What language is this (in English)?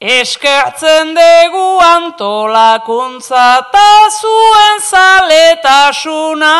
Basque